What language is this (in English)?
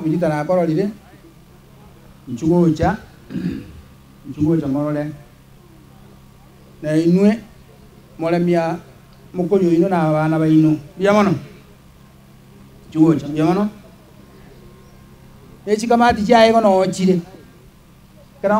Gusii